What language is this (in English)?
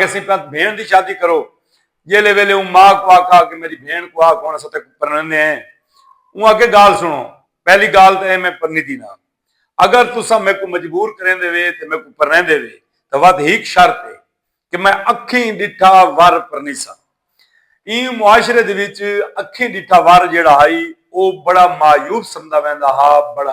Saraiki